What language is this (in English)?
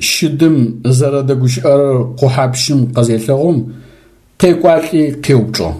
Adyghe